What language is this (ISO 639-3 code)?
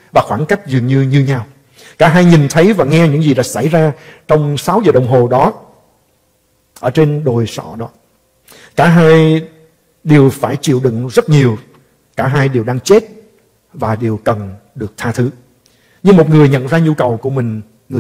vie